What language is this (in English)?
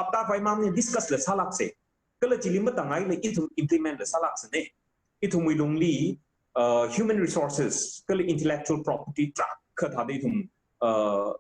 Tangkhul Naga (India)